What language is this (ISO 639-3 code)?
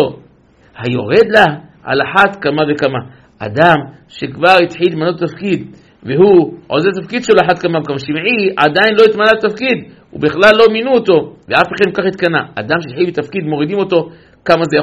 heb